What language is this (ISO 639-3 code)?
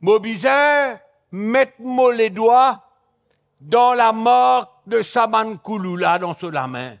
mfe